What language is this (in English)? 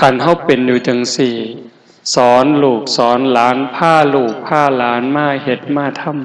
Lao